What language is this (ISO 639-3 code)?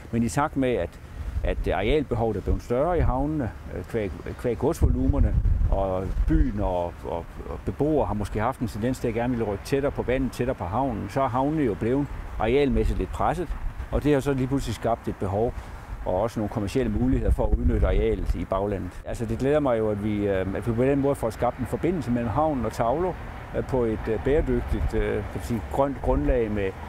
dan